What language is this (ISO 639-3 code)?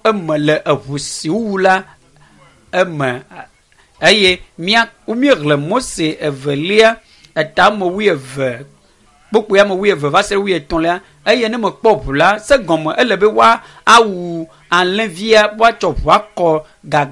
ewe